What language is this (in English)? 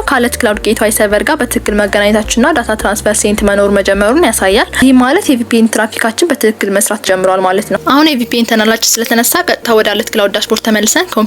Amharic